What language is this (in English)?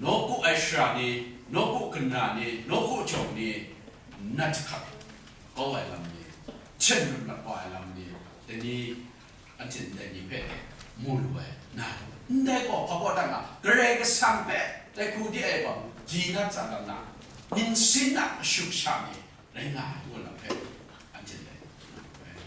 Kachin